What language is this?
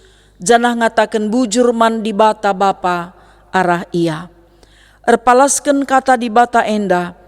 Batak Karo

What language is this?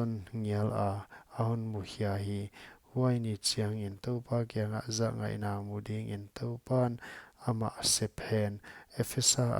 Paite Chin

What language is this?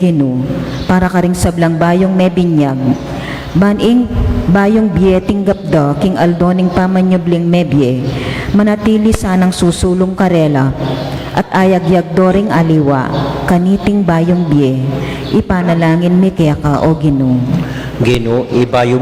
Pampanga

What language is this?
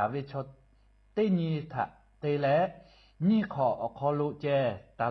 Lahu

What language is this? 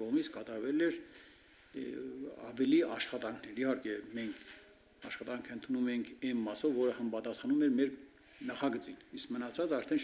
Armenian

